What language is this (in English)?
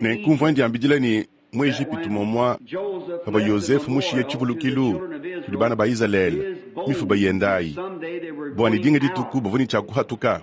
Luba-Lulua